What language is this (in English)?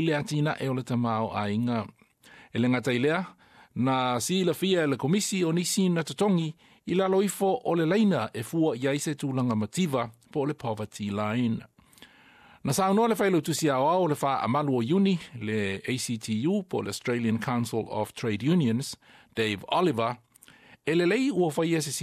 Samoan